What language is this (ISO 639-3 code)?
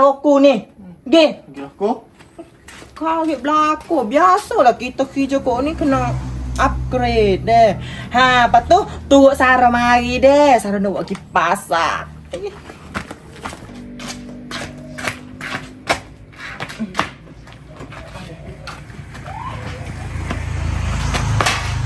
msa